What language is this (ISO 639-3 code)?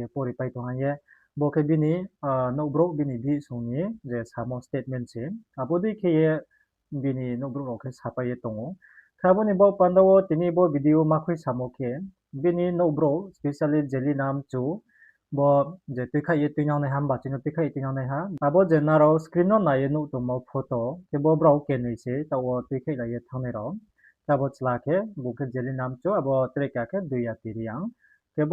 ria